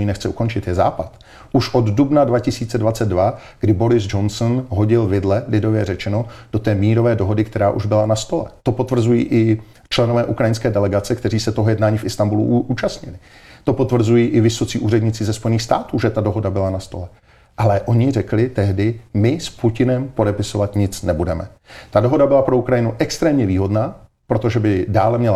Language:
Czech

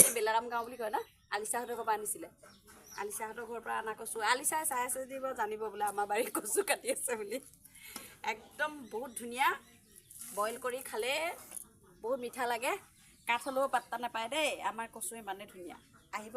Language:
Assamese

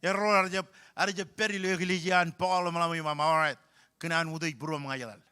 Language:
Marshallese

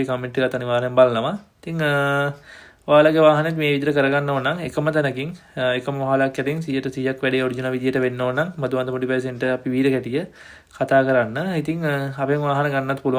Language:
Sinhala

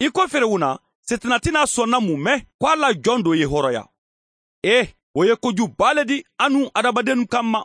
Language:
Mandingo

